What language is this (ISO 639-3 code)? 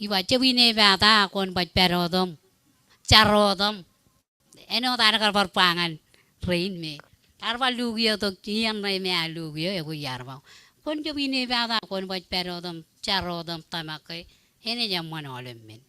mah